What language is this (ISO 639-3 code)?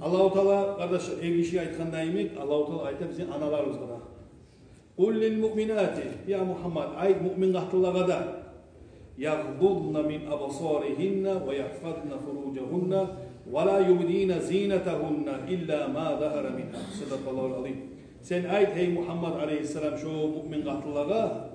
kum